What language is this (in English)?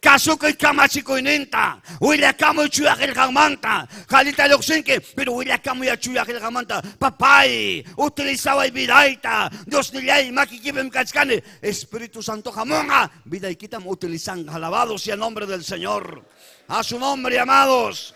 Ayacucho Quechua